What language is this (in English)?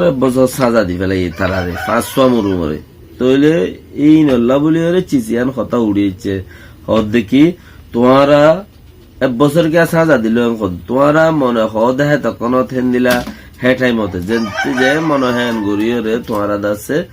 Rohingya